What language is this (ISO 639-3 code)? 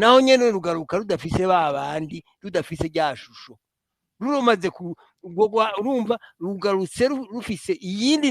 run